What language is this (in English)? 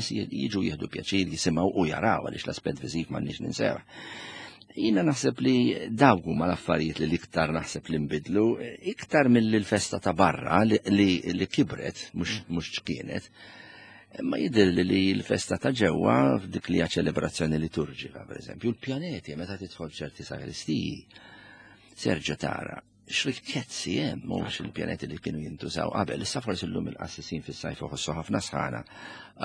Maltese